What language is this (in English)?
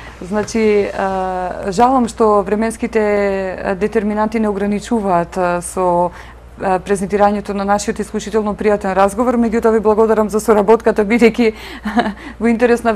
Macedonian